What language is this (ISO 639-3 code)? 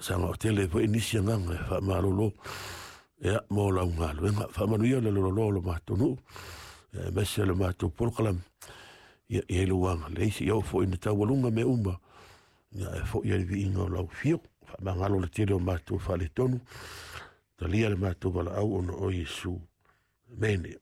smo